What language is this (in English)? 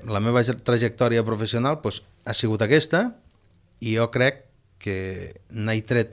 Catalan